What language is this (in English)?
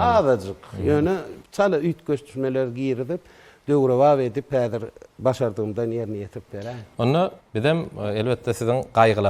Turkmen